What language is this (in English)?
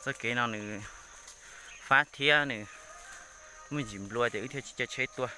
Hmong